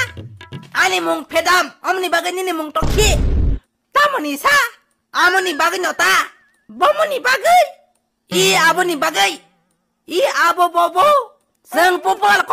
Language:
Kok Borok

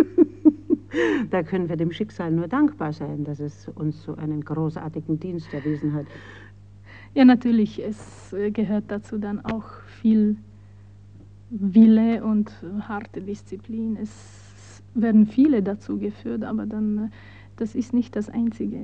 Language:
German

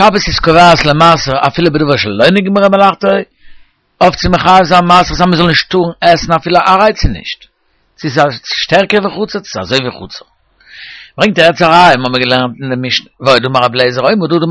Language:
Yiddish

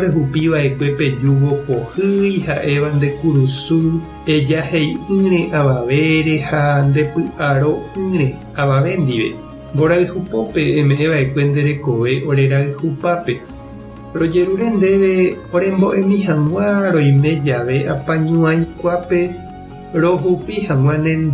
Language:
Guarani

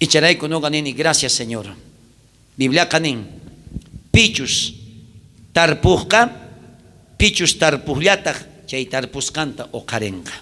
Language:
South Bolivian Quechua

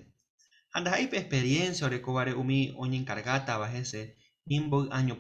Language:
Guarani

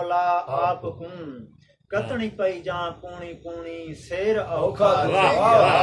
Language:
Saraiki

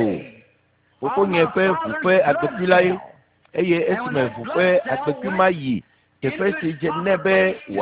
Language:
Ewe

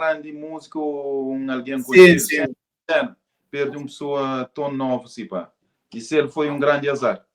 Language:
Kabuverdianu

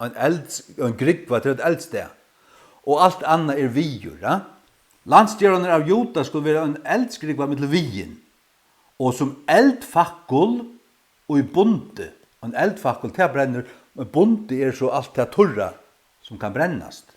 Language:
Faroese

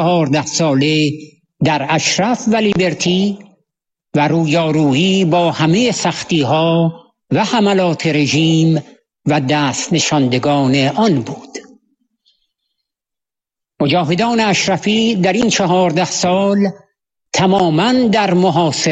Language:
Persian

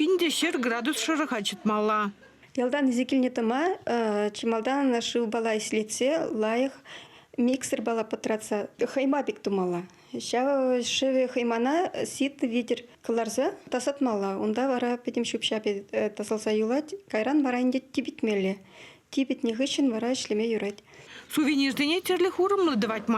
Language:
Chuvash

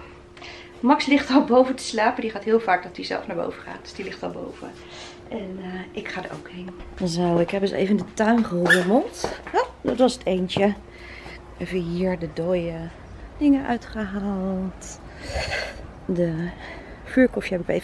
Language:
Dutch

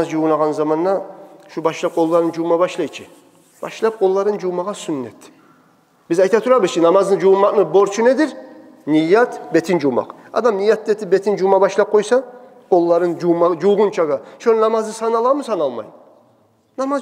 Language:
Kumyk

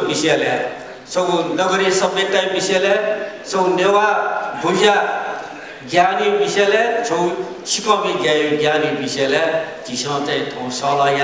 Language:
Newari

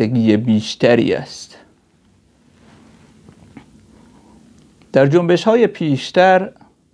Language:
Persian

